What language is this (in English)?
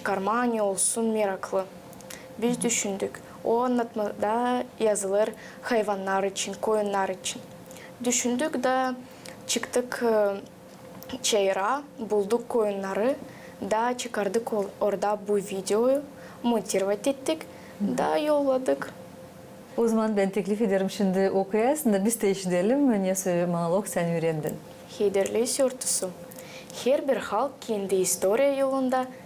Gagauz